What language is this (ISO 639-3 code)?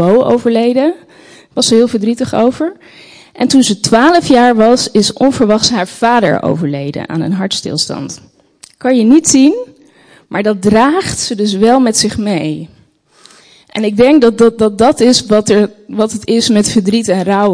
nld